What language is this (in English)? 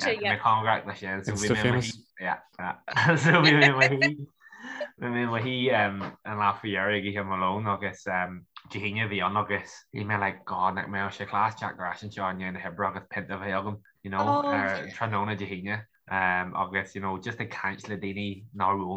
Irish